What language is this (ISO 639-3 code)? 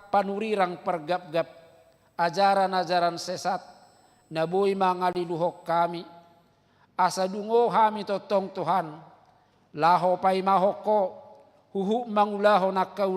bbc